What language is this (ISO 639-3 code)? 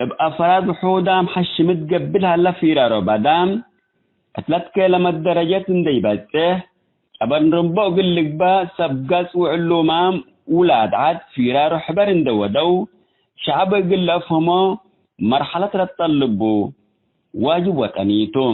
tig